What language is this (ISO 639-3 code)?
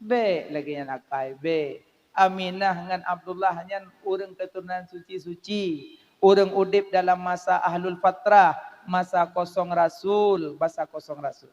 ace